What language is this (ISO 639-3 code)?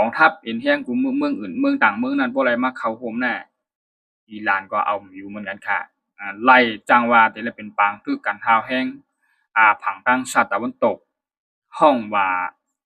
shn